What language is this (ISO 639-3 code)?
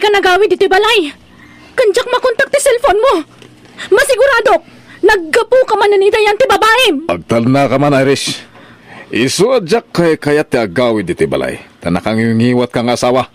ilo